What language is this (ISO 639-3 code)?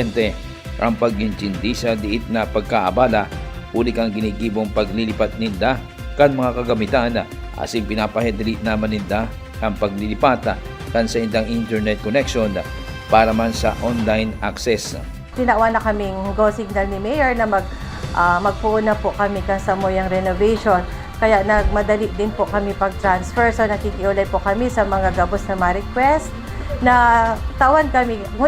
bik